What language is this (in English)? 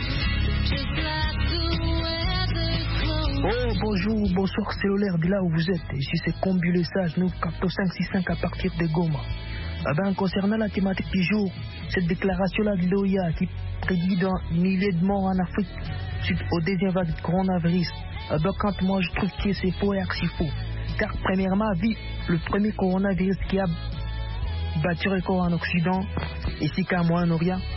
French